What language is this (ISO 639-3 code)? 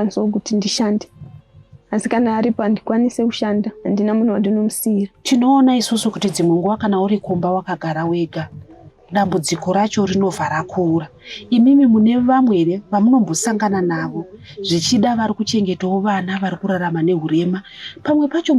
sna